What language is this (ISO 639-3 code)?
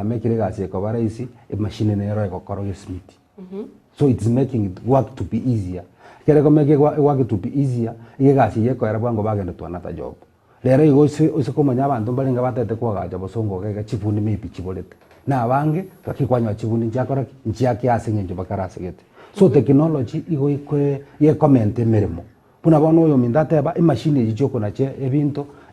guz